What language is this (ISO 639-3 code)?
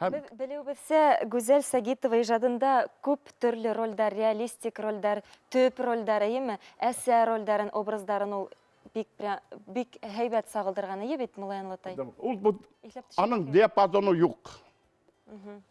bak